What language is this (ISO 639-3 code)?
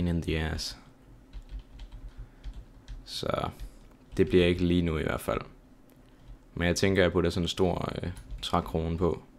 dan